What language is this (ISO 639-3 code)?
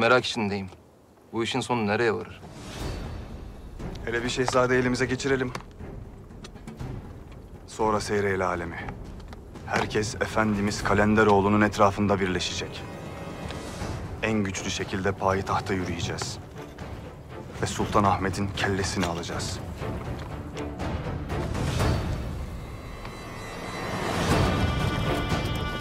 tur